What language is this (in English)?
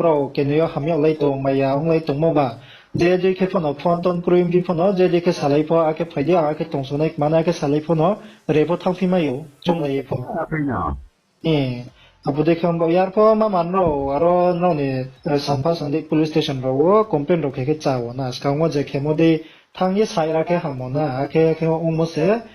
Riang (India)